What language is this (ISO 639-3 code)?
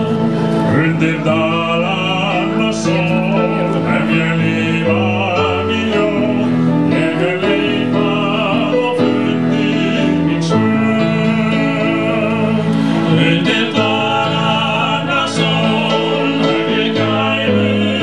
isl